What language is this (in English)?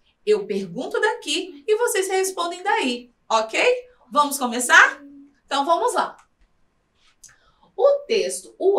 Portuguese